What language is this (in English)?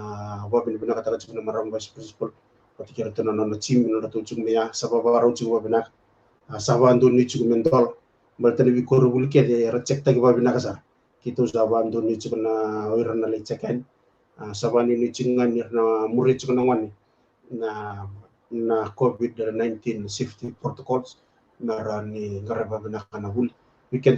Fijian